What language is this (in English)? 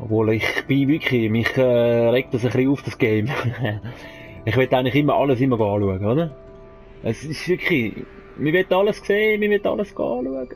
Swiss German